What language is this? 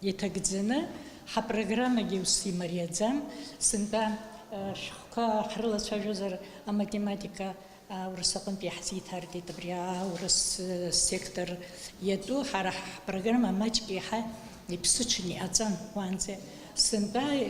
Abkhazian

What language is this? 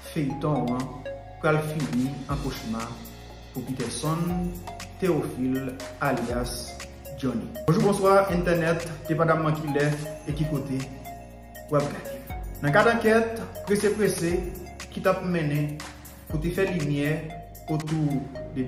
Haitian Creole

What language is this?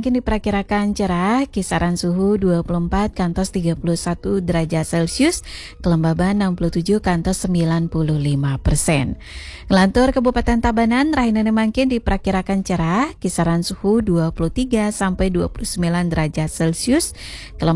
Balinese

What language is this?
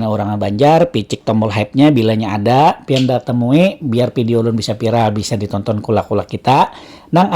Banjar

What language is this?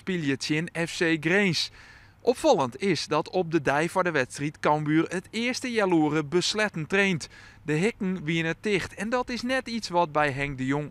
Western Frisian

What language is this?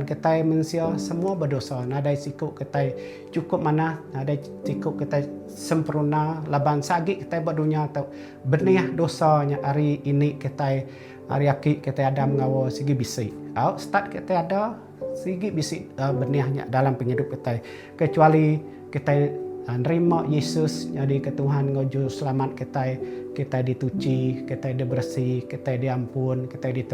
Iban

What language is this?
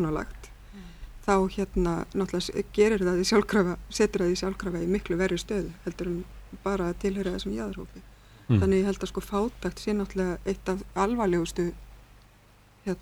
Icelandic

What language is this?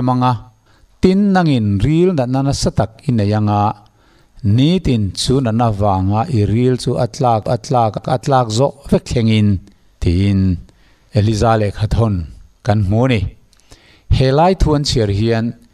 Mizo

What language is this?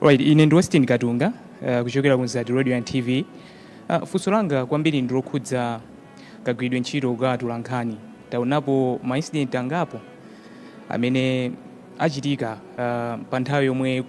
Nyanja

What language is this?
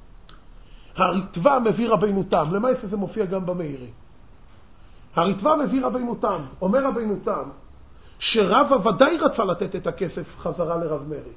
Hebrew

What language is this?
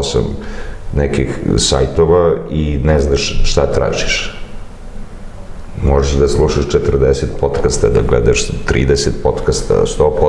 Serbian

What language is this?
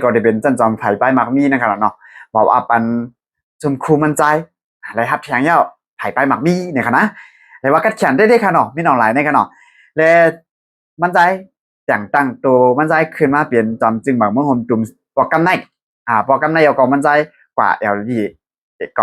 Shan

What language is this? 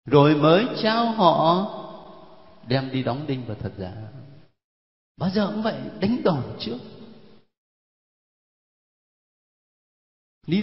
Vietnamese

